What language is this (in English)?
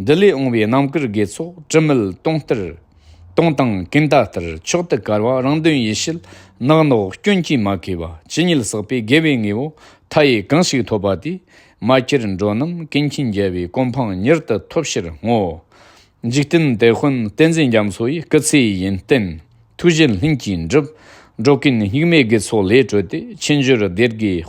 Tibetan